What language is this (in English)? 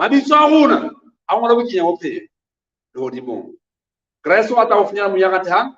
Southern Sotho